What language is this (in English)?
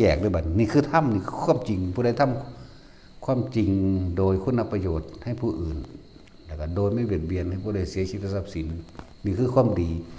Northeastern Thai